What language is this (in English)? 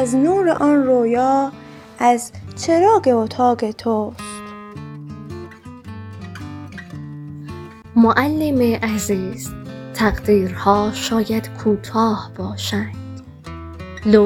Persian